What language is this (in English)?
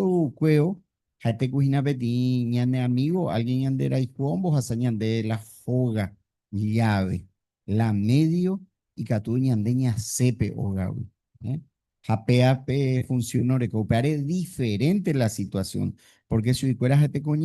Guarani